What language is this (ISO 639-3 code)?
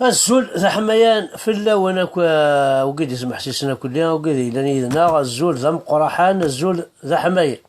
kab